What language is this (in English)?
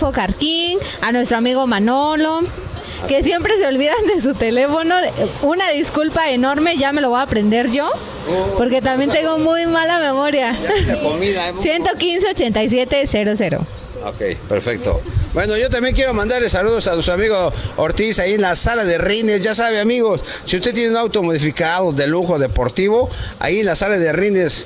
Spanish